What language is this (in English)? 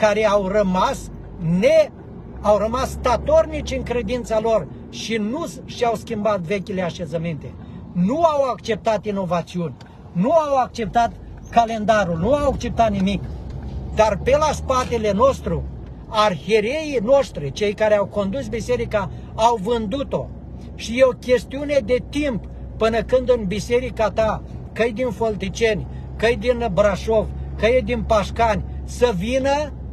Romanian